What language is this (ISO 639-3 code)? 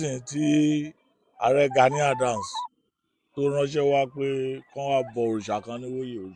yor